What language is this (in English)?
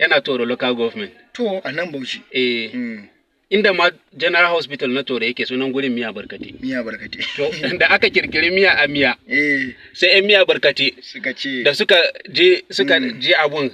Hausa